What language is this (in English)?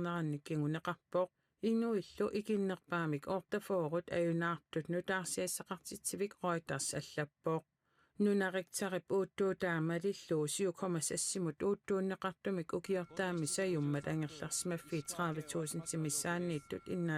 Kalaallisut